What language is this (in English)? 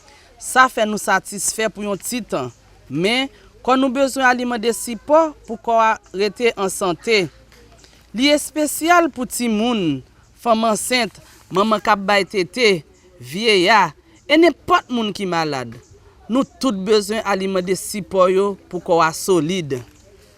Haitian Creole